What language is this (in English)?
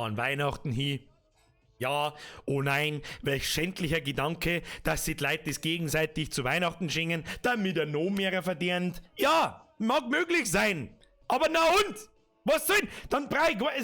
Bavarian